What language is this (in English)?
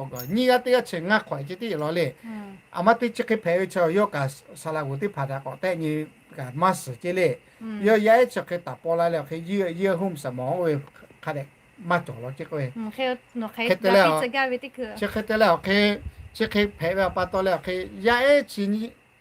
Lahu